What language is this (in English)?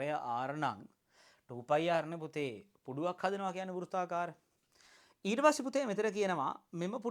Sinhala